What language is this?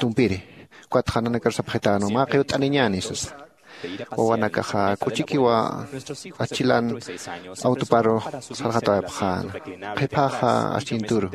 Aymara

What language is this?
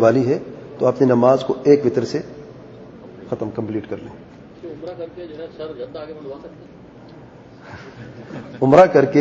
Urdu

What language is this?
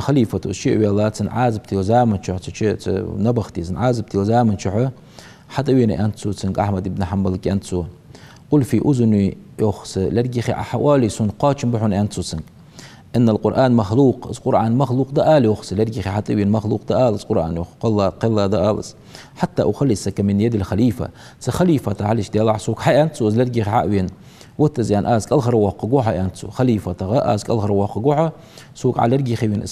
Ingush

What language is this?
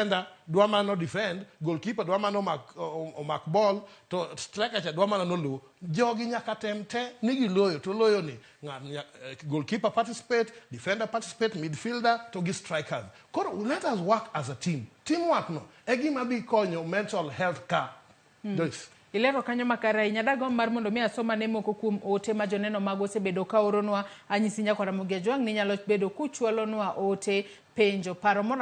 Luo (Kenya and Tanzania)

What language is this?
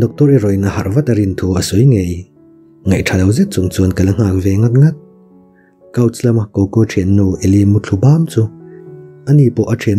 Mizo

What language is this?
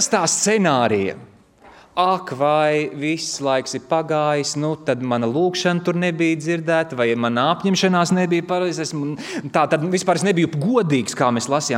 Latvian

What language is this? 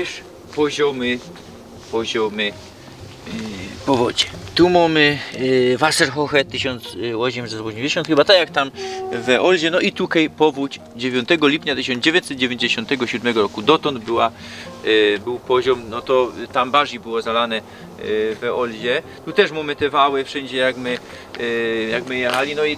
Silesian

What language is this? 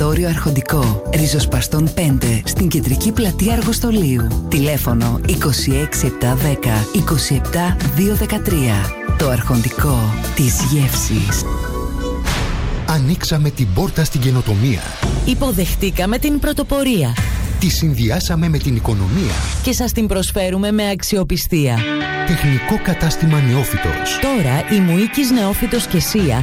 Greek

